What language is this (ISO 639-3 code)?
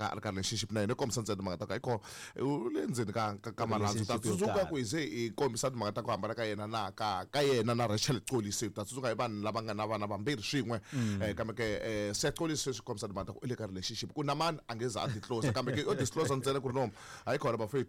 tso